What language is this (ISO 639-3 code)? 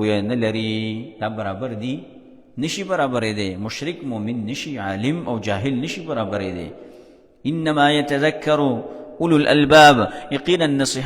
pus